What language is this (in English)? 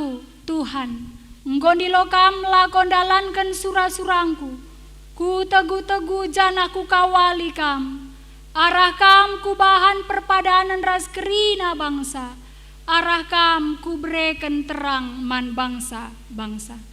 Batak Karo